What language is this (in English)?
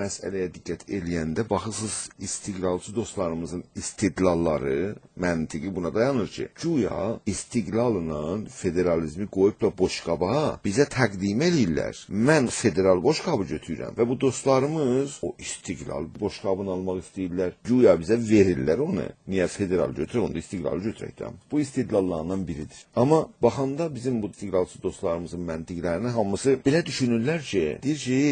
South Azerbaijani